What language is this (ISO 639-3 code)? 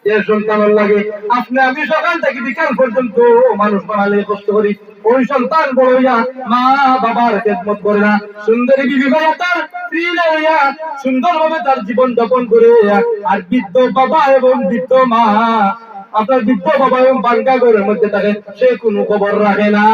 syl